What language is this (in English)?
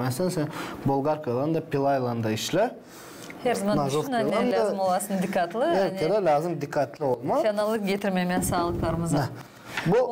Gagauz